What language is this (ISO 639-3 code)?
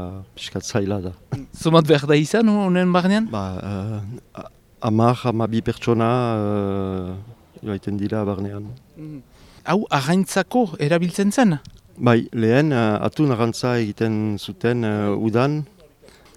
eus